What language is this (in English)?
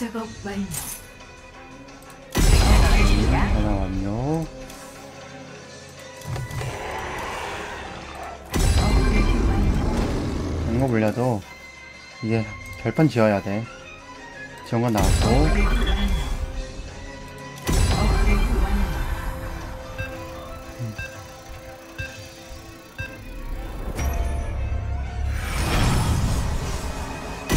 Korean